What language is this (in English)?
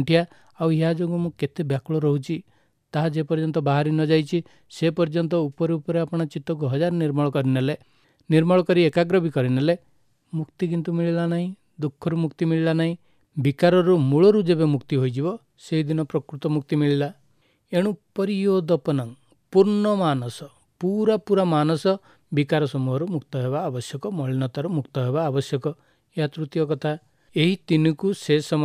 Odia